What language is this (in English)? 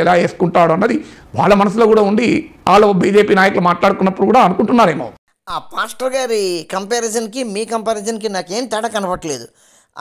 Telugu